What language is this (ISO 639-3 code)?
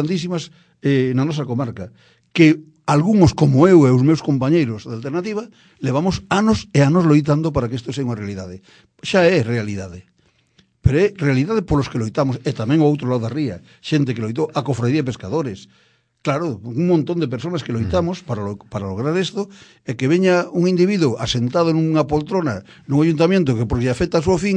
glg